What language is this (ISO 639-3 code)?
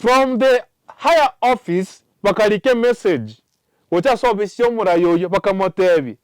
guz